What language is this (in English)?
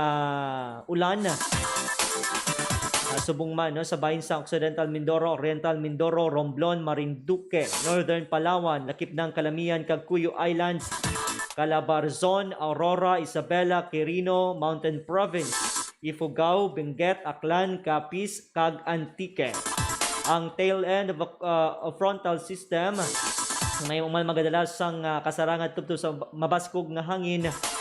Hiligaynon